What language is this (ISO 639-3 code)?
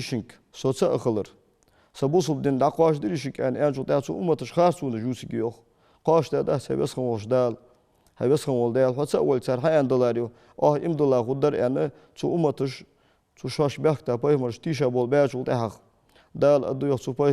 inh